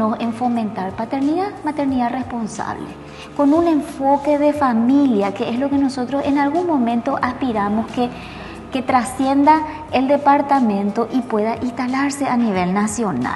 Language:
Spanish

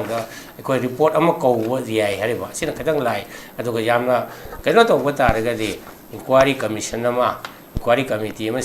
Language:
Manipuri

